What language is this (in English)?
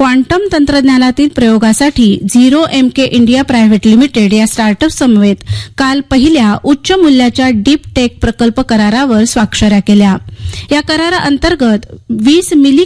Marathi